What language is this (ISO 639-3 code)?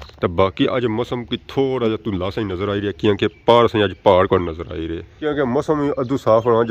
phr